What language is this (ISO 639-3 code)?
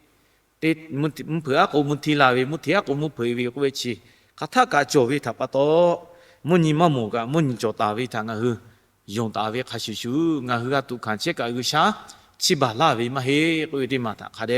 lhu